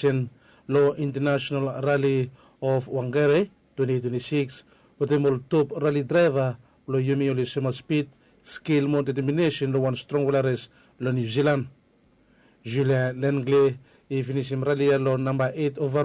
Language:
Bislama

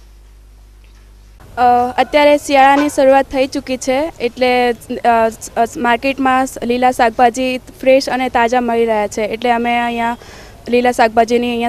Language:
Gujarati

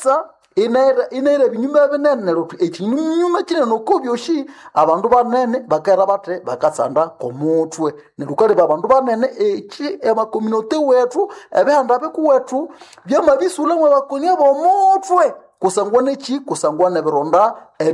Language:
Nande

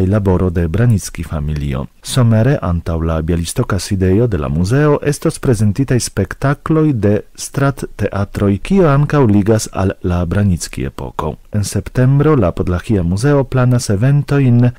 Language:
Esperanto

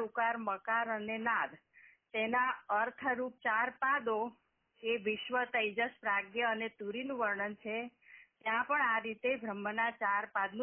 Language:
Gujarati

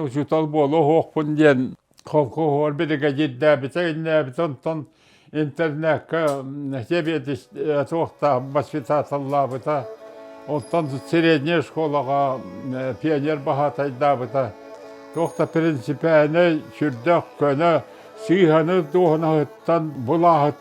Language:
Yakut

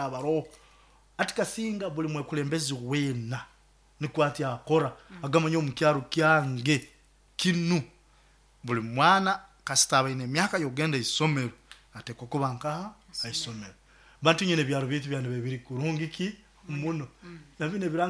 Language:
Nyoro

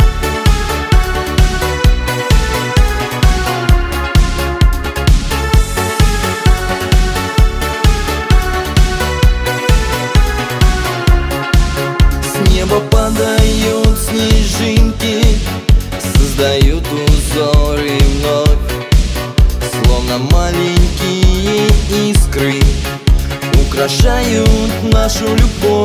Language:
Russian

